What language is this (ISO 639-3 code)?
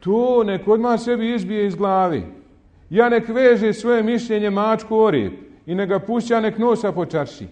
bos